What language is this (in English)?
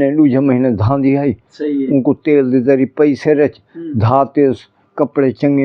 Saraiki